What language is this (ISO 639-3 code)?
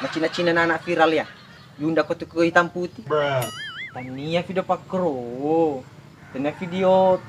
bug